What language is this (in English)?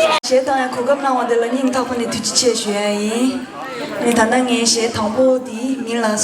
Tibetan